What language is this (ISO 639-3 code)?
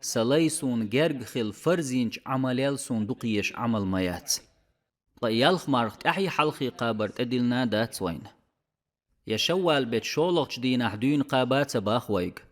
che